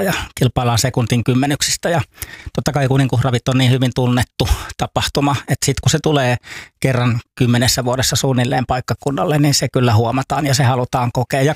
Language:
Finnish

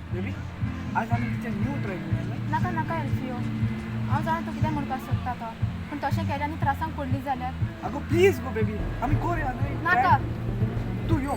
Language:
Konkani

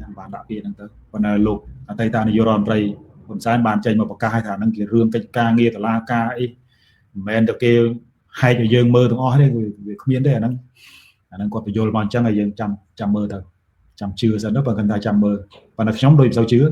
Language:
Khmer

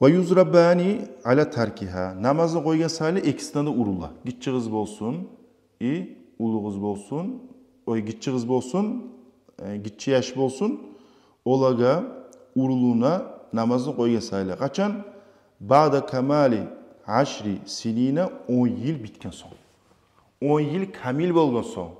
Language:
Kumyk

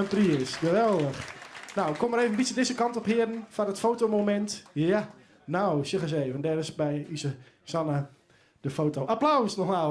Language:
Western Frisian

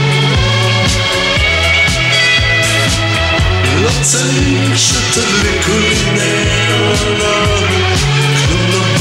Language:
Hebrew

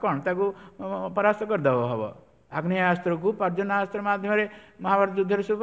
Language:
Odia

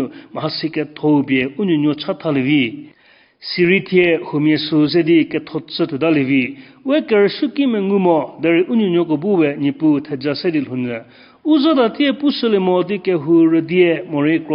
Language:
Angami Naga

